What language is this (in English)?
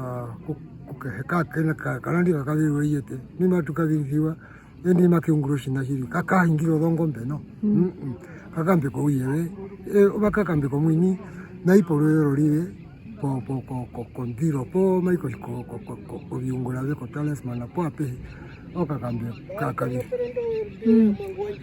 Herero